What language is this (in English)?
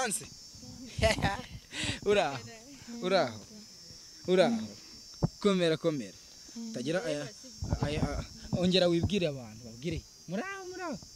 Kinyarwanda